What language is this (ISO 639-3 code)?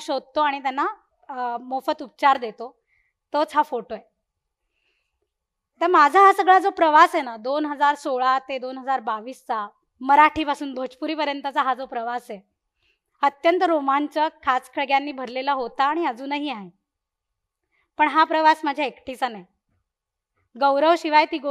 mar